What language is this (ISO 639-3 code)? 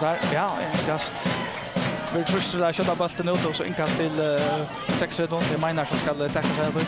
fao